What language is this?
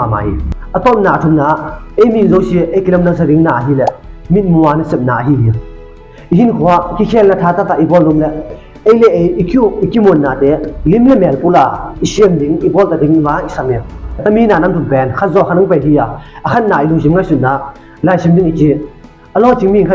Tedim Chin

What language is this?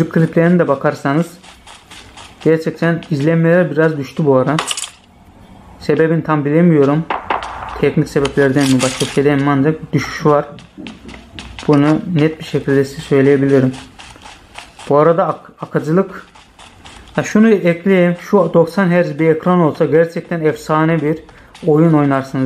Turkish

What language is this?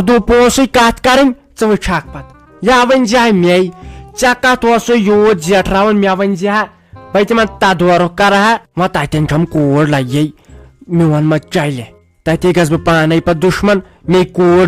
Kashmiri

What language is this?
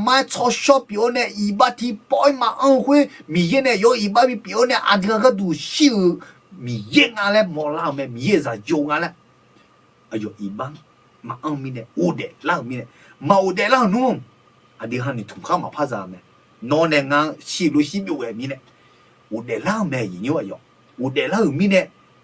Akha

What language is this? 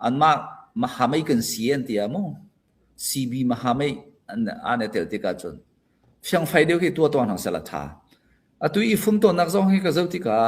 Hakha Chin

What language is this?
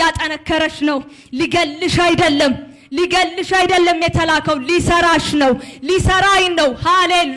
Amharic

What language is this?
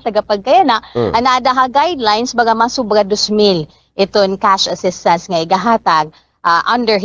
Waray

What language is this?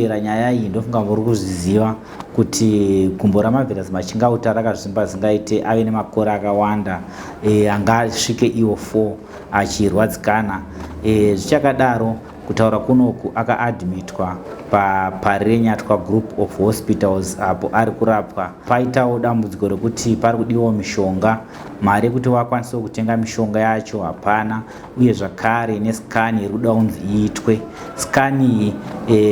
Shona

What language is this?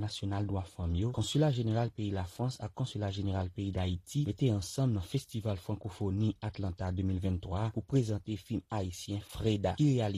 Haitian Creole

